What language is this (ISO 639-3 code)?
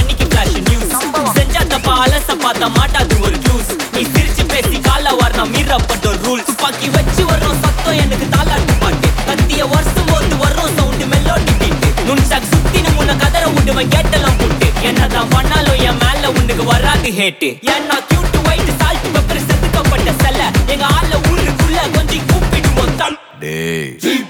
tam